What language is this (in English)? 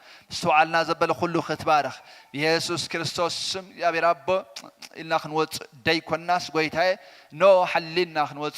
Tigrinya